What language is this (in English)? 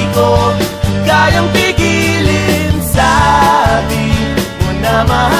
Filipino